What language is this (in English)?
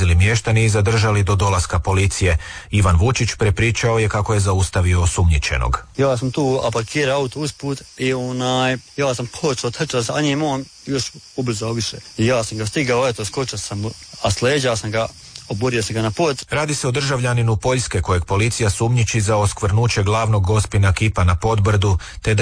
Croatian